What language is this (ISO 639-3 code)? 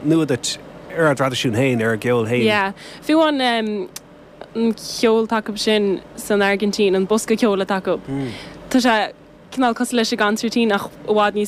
gle